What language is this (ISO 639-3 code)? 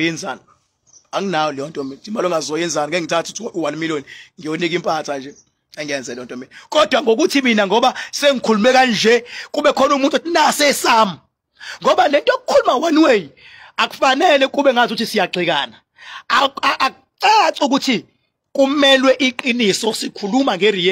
zul